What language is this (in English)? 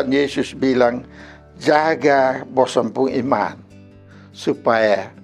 Kupang Malay